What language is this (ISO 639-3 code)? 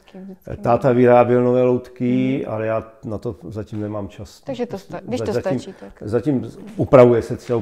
ces